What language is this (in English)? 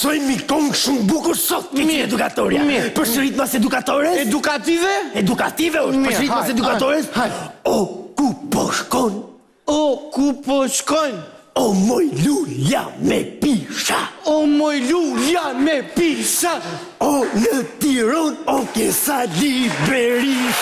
Albanian